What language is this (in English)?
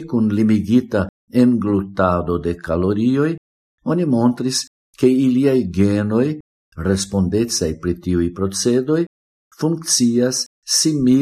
Esperanto